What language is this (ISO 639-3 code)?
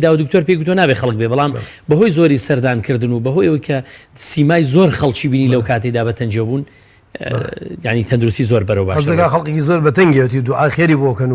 ckb